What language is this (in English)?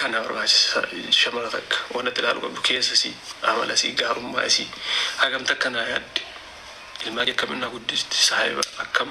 Oromo